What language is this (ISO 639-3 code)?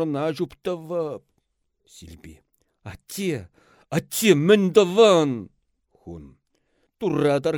chv